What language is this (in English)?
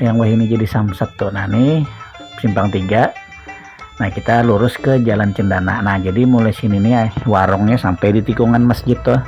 Banjar